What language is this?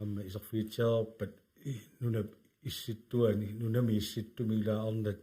Kalaallisut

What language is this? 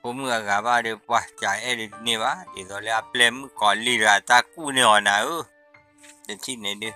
S'gaw Karen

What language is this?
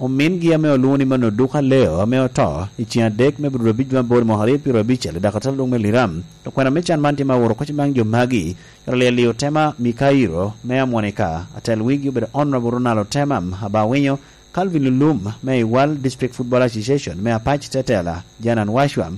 Lango (Uganda)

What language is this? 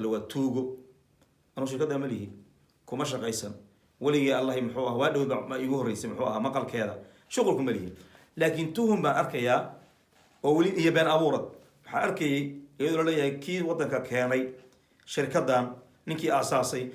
Somali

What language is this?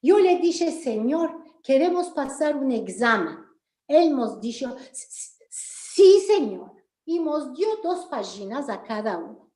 Ladino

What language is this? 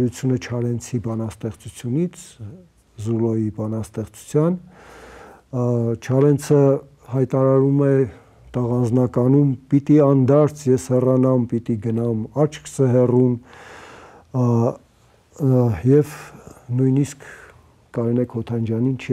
Armenian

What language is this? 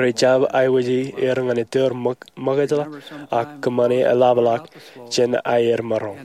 Marshallese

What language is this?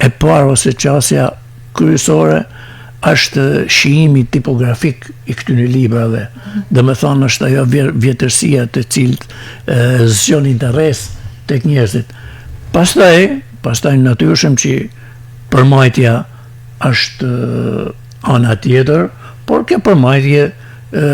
Albanian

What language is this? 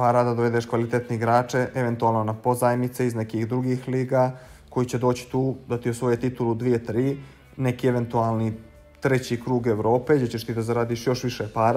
Bosnian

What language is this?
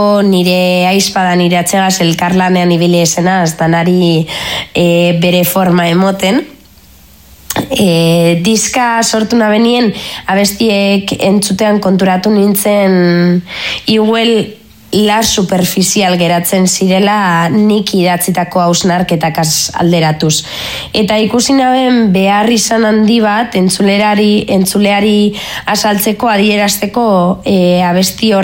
Basque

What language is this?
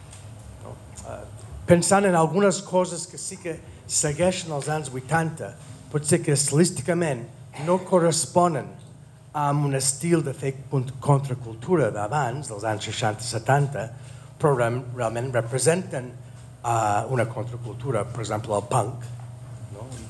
Catalan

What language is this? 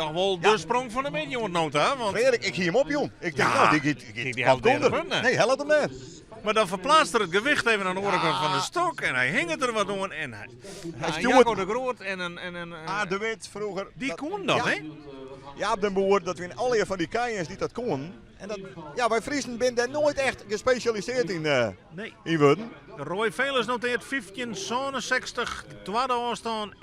Western Frisian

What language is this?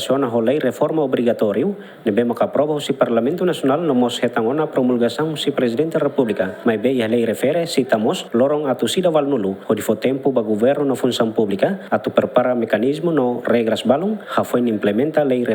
Tetum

